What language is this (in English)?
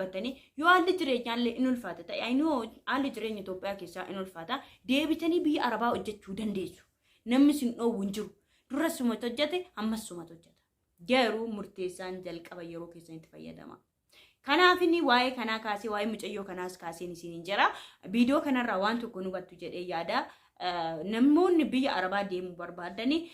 Oromo